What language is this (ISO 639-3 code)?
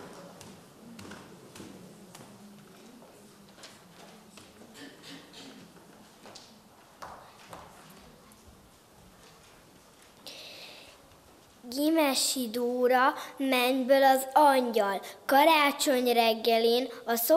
hun